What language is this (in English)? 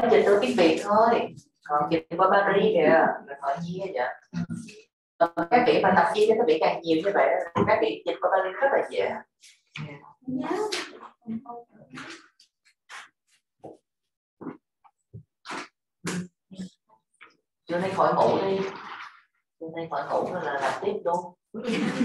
Vietnamese